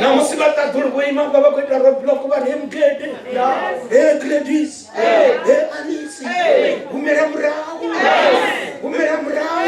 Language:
Venda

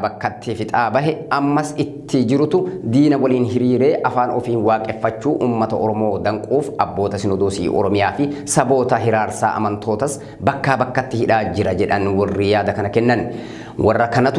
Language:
Oromo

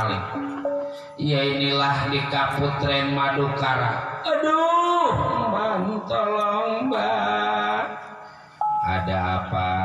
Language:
Betawi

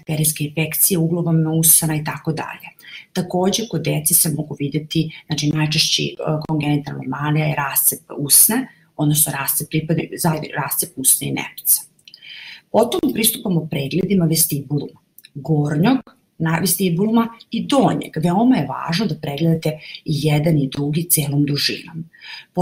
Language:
Serbian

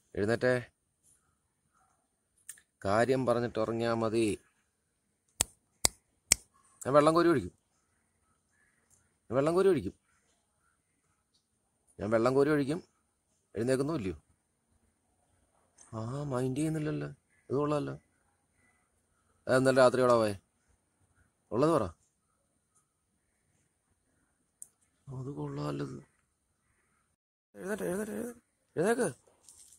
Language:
Malayalam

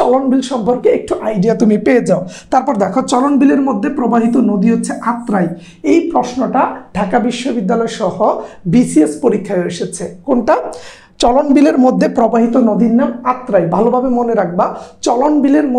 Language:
Bangla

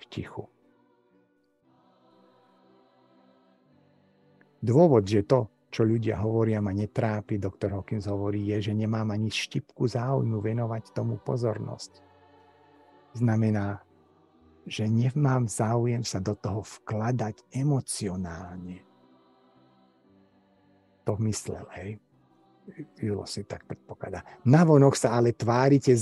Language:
Slovak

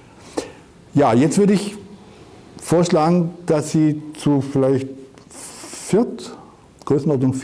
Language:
German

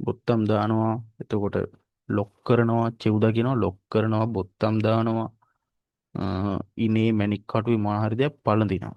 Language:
Sinhala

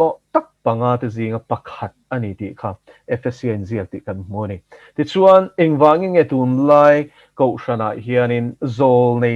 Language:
Mizo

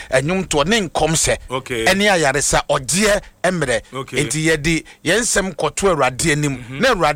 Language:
Akan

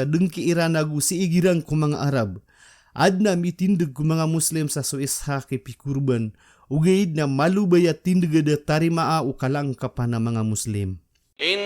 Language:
Maranao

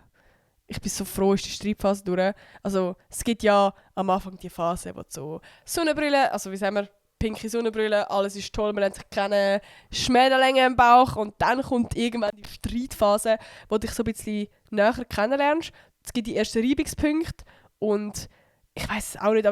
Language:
Swiss German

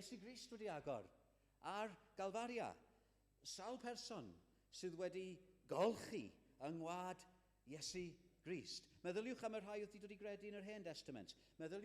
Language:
Welsh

